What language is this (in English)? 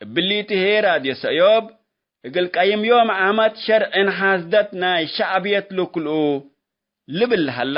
Tigre